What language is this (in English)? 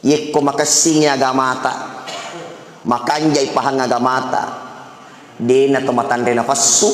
Buginese